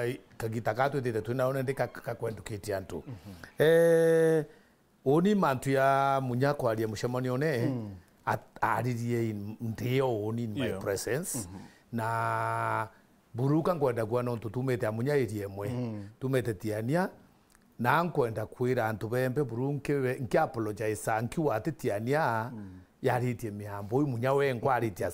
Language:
Meru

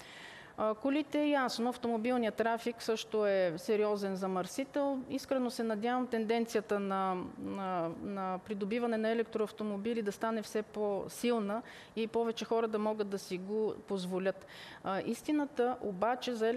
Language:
Bulgarian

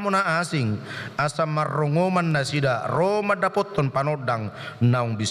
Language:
Batak Toba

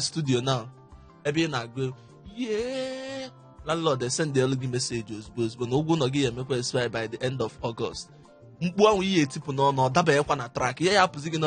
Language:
Igbo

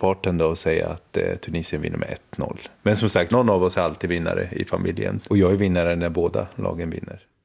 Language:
Swedish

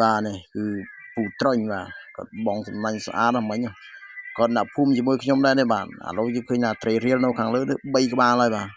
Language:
Khmer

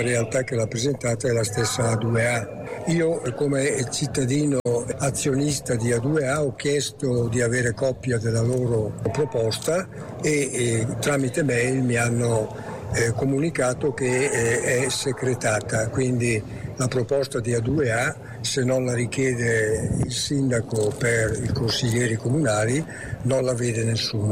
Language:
Italian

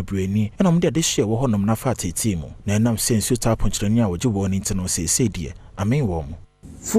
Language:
Akan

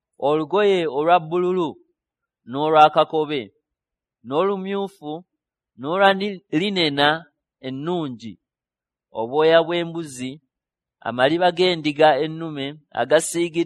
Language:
Ganda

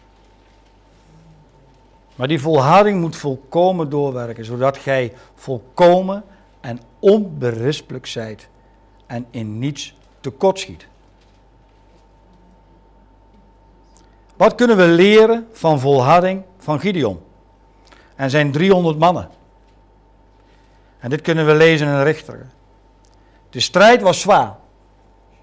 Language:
Dutch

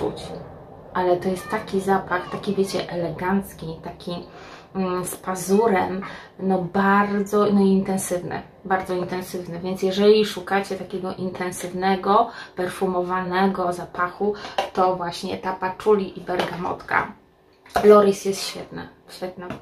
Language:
Polish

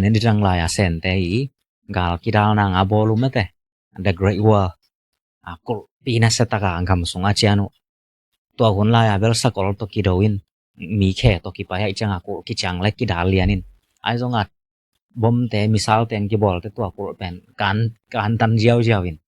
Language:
Tedim Chin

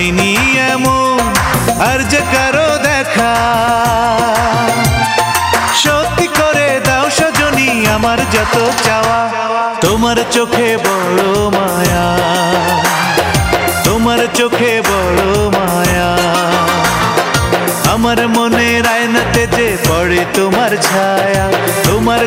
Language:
Bangla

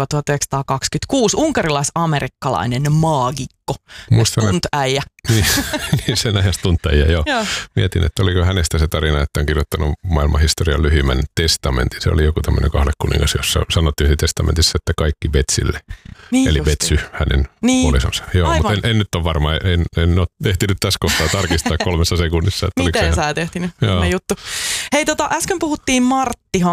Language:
Finnish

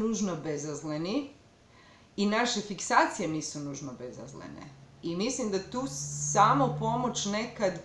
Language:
Croatian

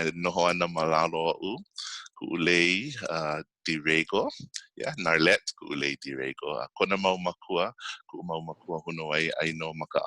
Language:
Hawaiian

